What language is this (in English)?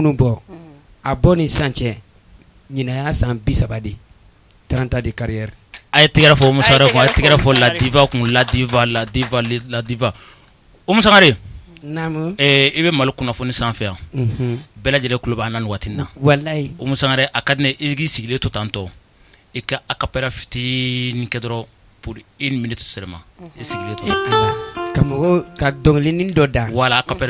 Bambara